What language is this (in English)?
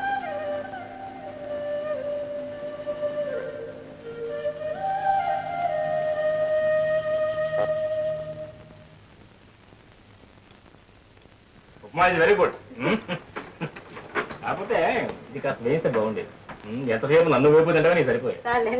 Telugu